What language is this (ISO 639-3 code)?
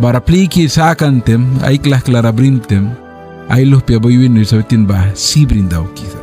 miq